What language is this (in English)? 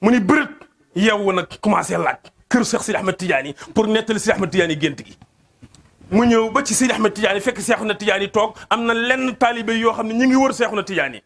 Wolof